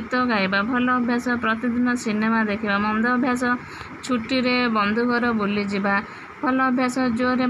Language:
Odia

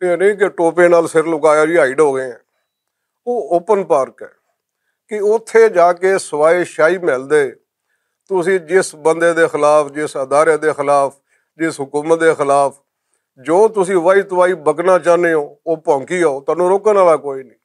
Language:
Western Panjabi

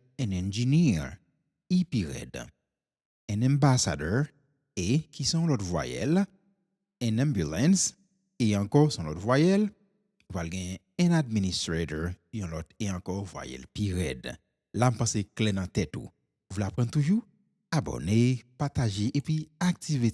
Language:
Haitian Creole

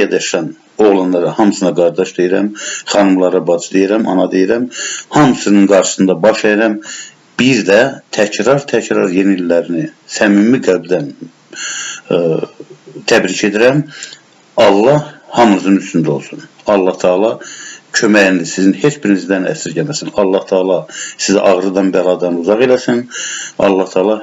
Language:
Azerbaijani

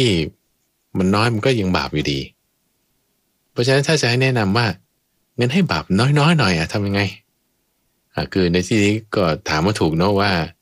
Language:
Thai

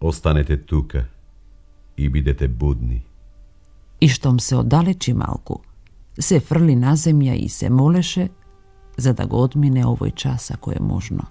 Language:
Macedonian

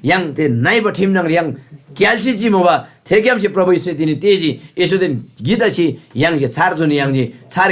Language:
Eastern Tamang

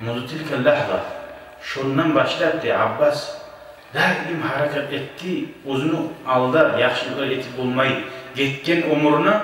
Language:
Kumyk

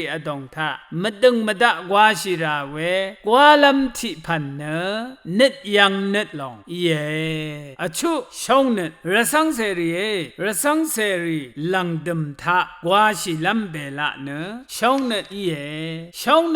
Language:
Rawang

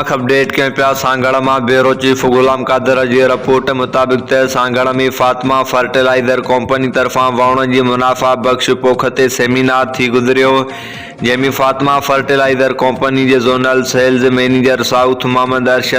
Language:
Sindhi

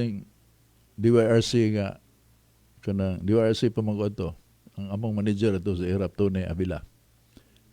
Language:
Cebuano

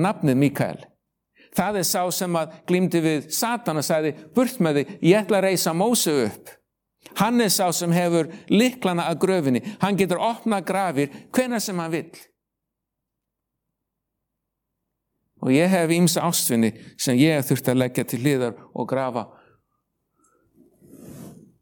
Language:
Icelandic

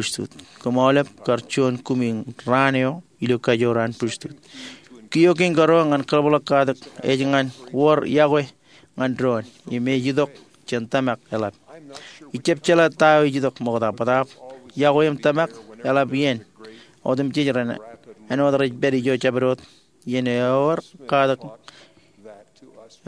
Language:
Marshallese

